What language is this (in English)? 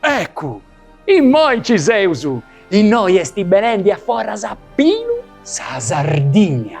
Sardinian